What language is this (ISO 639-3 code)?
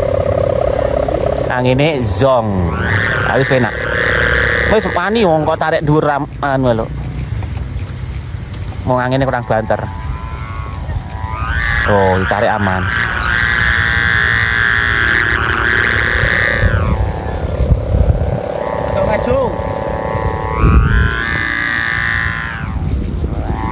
jav